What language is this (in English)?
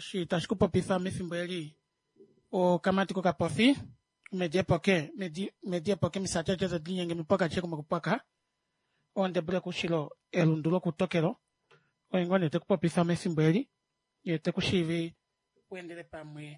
Kuanyama